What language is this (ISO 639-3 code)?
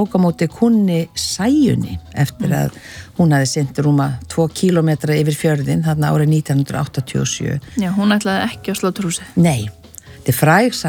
isl